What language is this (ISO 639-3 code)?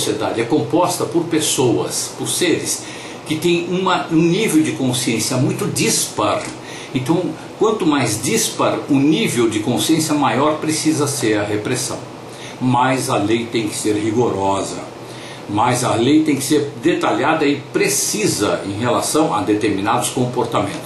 por